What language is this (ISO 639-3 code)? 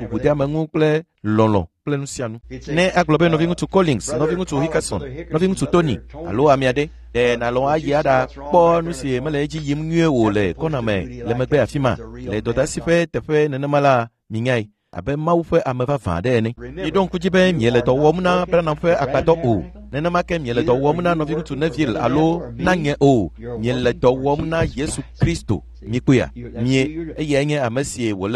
ewe